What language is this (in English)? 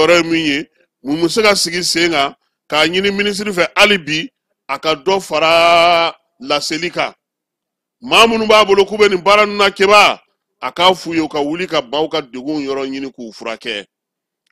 Bambara